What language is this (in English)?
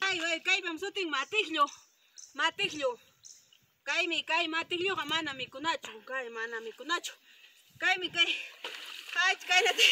Ayacucho Quechua